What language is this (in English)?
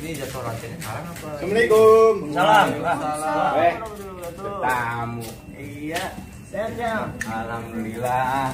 Betawi